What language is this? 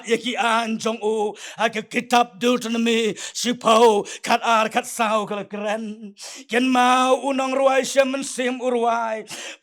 Khasi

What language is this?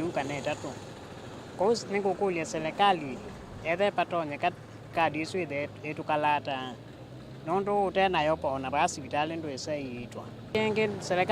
Kamba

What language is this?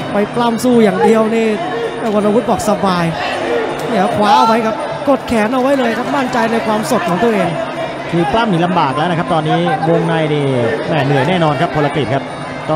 Thai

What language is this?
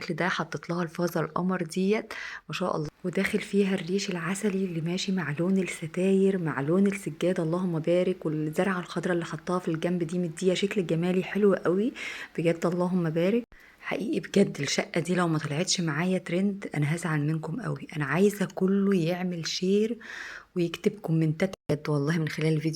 Egyptian Arabic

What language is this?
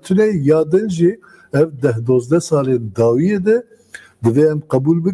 Kurdish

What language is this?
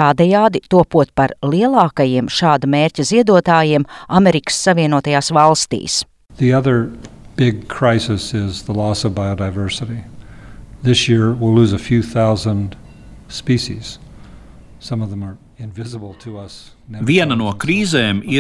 Latvian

